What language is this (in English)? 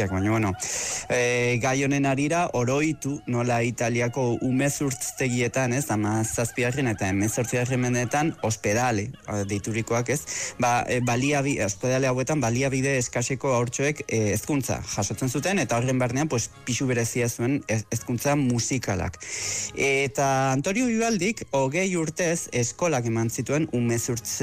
Basque